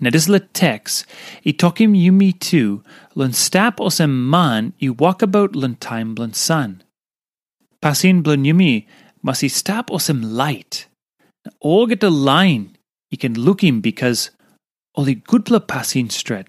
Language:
Tok Pisin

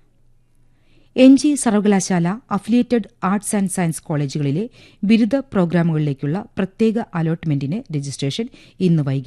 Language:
Malayalam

